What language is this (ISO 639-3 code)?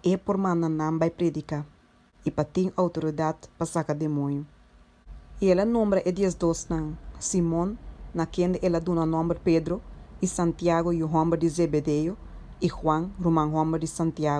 pap